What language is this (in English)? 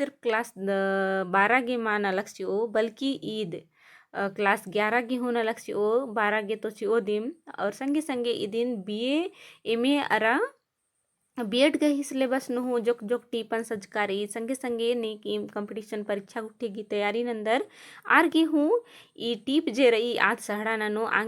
Kurukh